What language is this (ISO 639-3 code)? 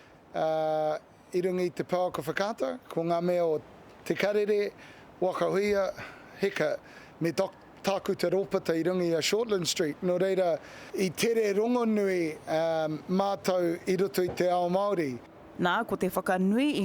mri